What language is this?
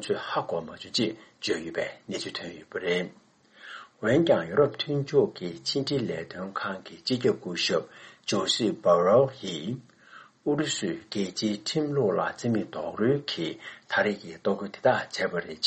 Tibetan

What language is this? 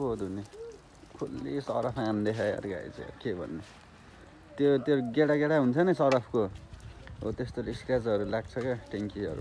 Nepali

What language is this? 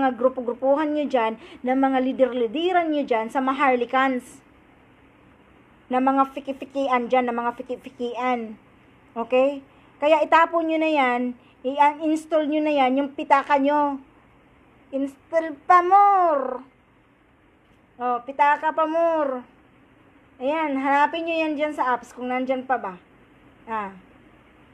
Filipino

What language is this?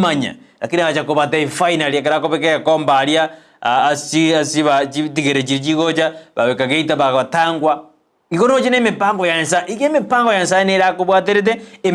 Gusii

